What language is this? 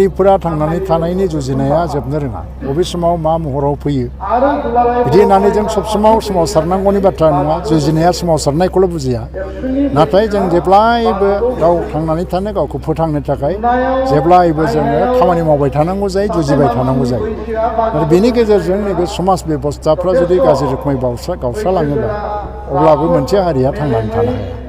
Bodo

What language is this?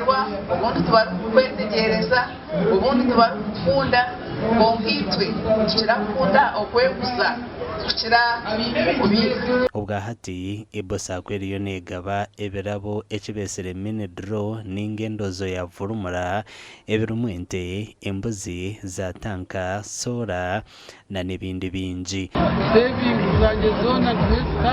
Nyankole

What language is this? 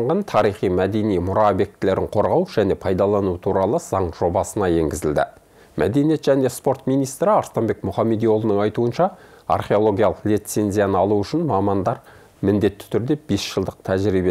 Kazakh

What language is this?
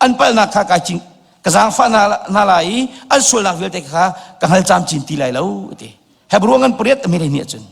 Hakha Chin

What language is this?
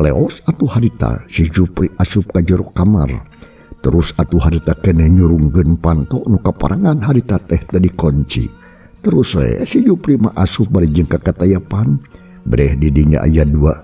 Sundanese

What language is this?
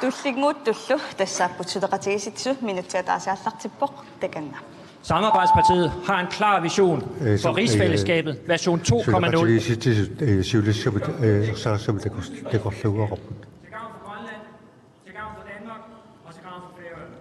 Kalaallisut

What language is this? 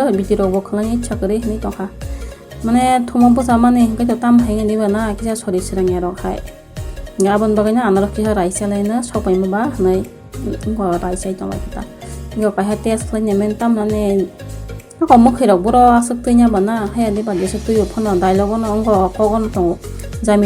Kok Borok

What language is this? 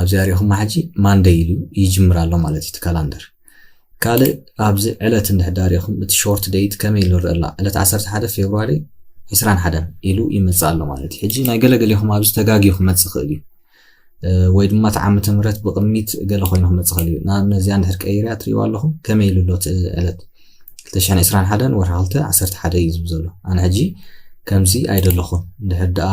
Tigrinya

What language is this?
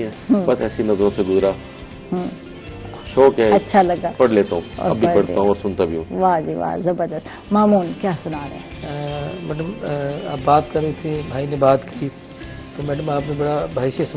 Urdu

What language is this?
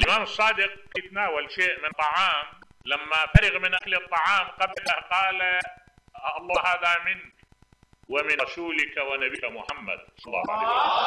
Mesopotamian Arabic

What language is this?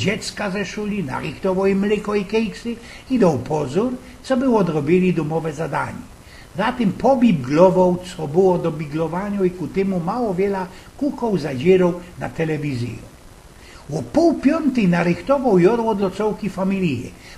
Silesian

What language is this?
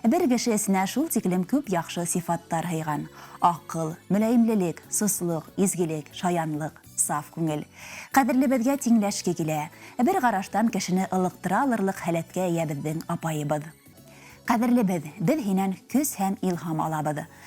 Bashkir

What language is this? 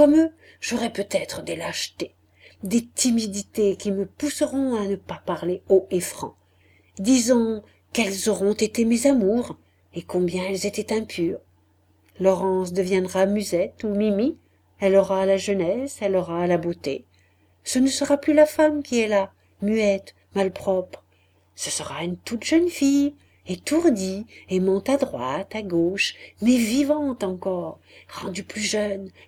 French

